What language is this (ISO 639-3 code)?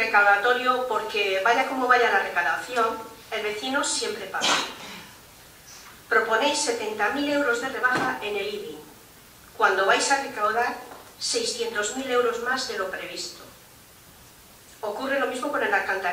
spa